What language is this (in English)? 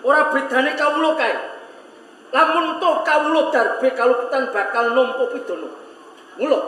Javanese